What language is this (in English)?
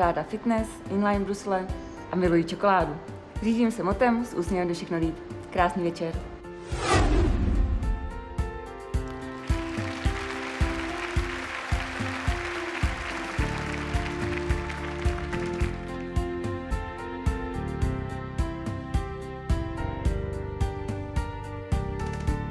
Czech